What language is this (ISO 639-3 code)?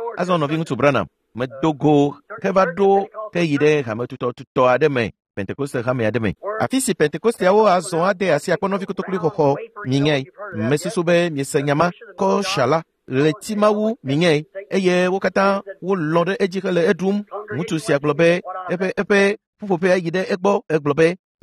ewe